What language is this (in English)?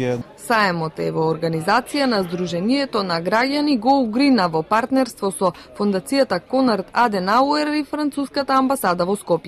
Macedonian